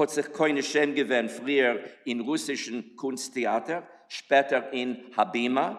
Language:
Yiddish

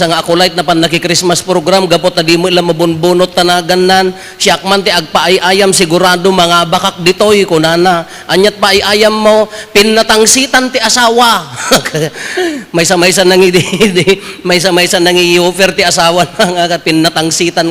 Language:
Iloko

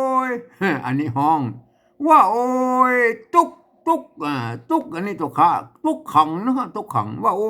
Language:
Northern Thai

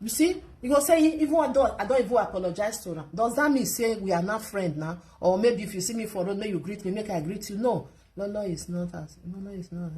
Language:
Nigerian Pidgin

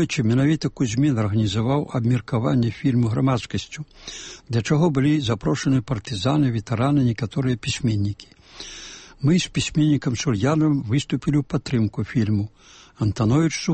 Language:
Belarusian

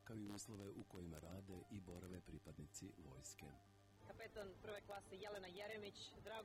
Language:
Serbian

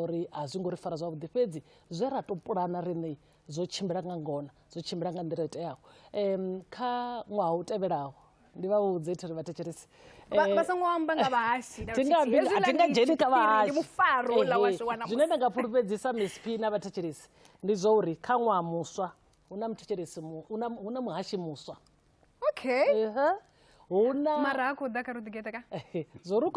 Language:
Venda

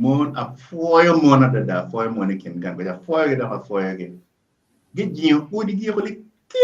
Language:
Acoli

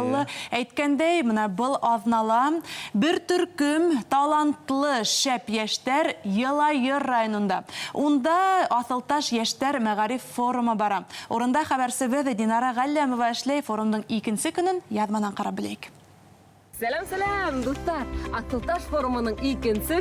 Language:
Bashkir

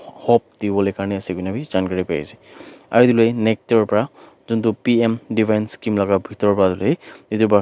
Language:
Naga Pidgin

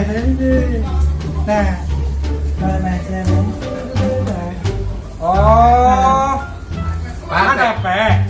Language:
Betawi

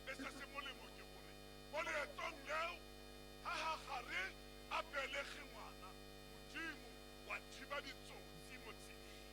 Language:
Tswana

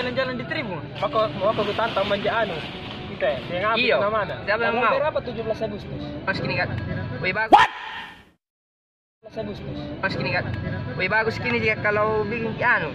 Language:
Makassar Malay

